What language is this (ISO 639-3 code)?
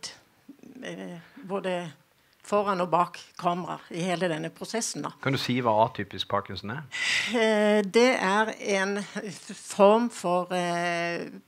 nor